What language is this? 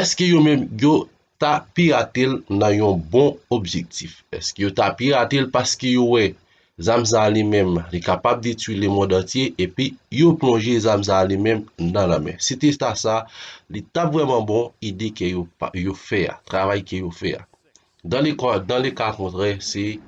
Haitian Creole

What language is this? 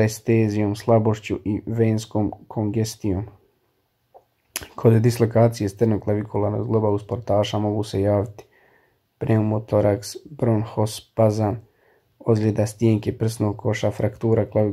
Croatian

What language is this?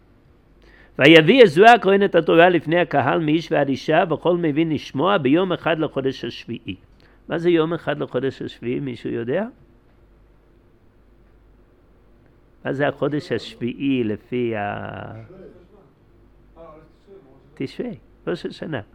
Hebrew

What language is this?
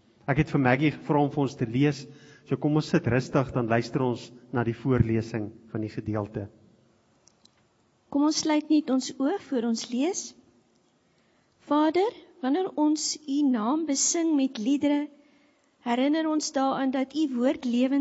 Afrikaans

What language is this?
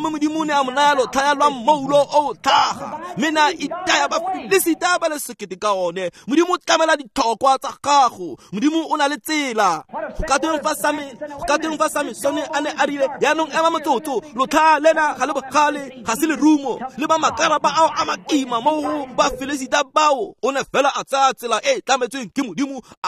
Tswana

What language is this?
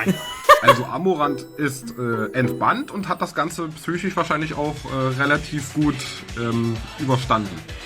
Swiss German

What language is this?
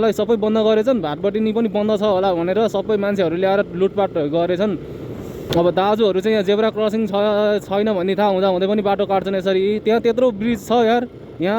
Nepali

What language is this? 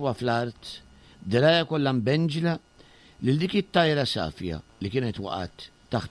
Maltese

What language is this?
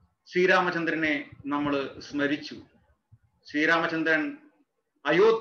Malayalam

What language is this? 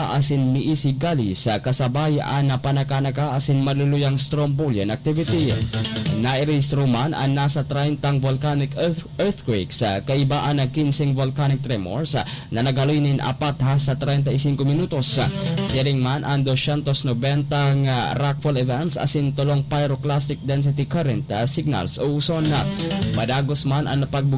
Bikol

